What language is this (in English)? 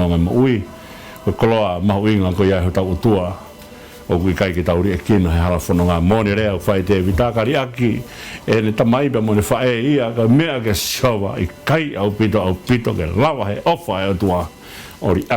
Tongan